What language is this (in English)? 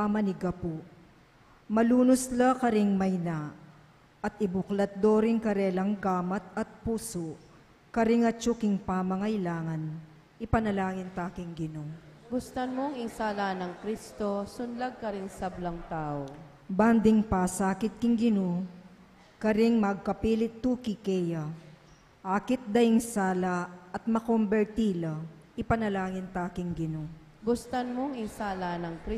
Pampanga